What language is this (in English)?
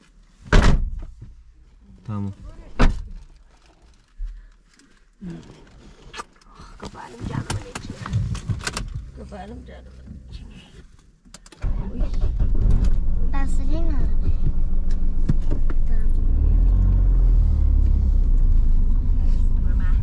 Turkish